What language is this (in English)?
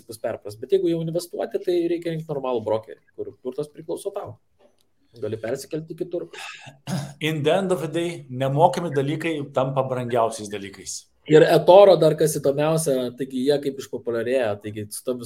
Lithuanian